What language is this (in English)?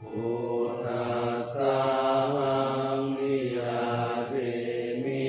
Pali